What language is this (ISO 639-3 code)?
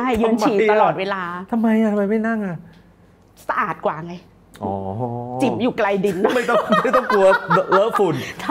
tha